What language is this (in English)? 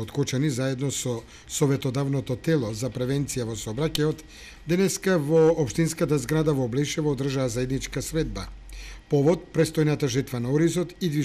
Macedonian